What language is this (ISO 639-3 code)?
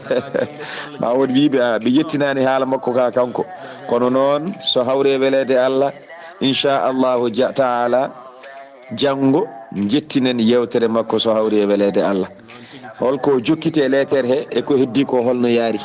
ful